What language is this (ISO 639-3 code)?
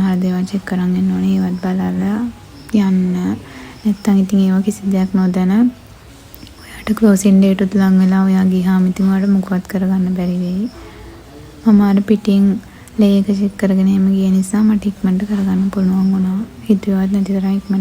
sin